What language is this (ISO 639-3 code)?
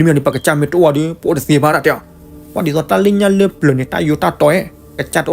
ksw